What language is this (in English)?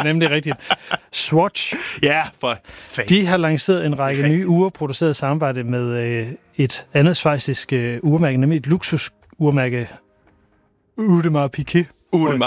Danish